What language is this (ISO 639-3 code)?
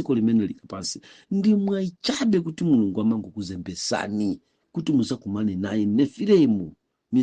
nya